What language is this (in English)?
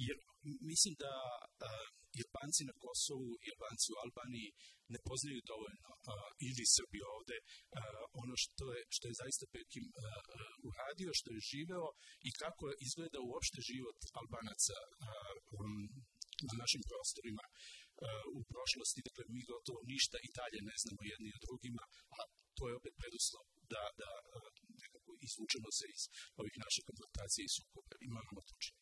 Serbian